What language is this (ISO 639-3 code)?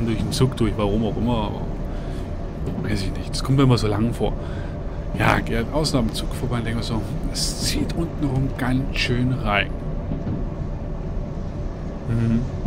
deu